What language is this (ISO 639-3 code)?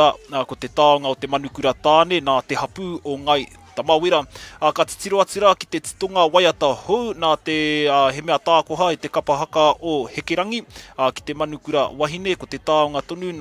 mri